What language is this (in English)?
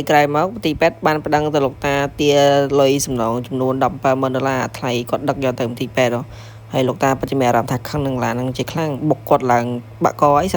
Khmer